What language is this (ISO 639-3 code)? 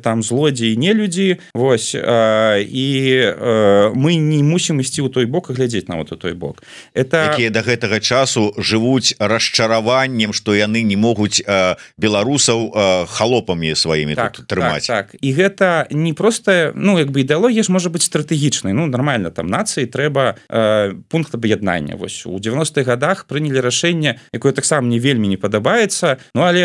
bel